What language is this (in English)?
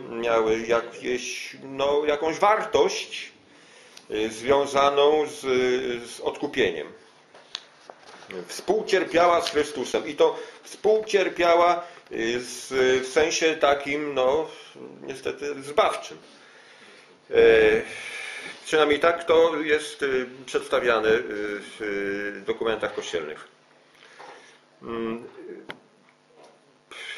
Polish